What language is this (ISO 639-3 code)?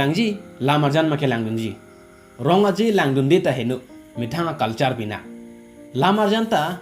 mjw